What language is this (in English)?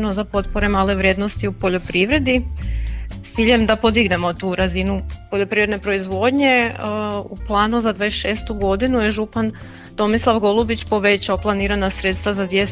Croatian